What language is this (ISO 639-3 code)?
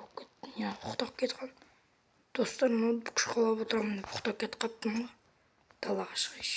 kaz